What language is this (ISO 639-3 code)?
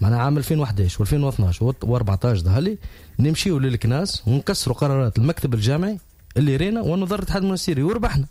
aeb